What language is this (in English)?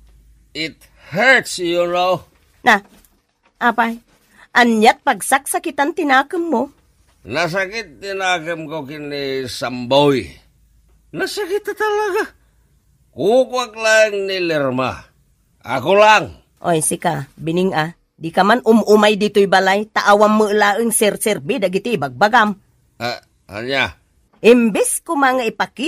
Iloko